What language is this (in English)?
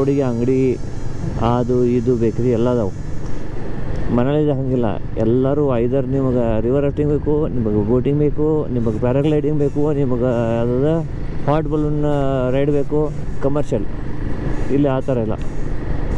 Kannada